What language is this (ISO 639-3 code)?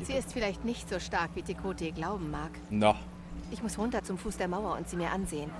bar